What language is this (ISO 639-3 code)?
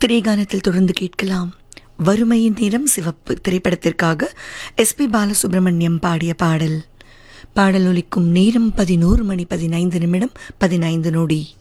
tam